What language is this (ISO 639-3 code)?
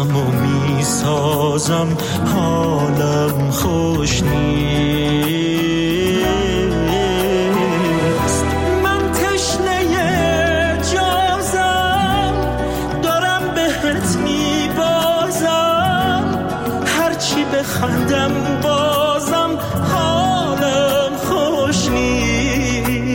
fas